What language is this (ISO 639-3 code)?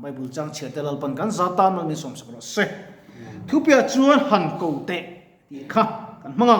lus